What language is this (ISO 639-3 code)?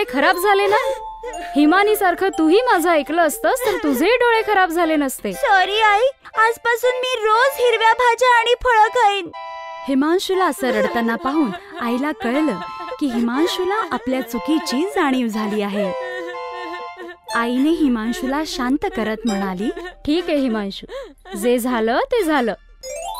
mar